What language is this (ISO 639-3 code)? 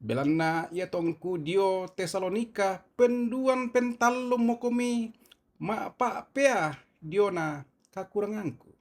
sda